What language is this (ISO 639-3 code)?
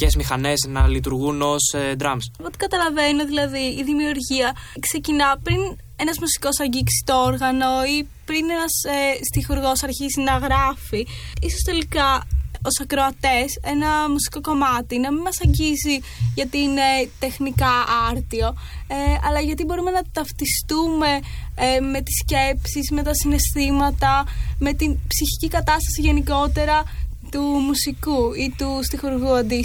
ell